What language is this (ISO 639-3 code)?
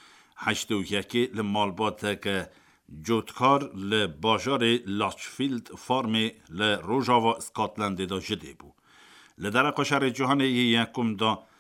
kur